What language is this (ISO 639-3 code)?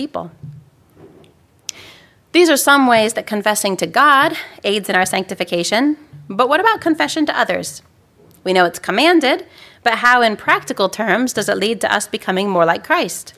eng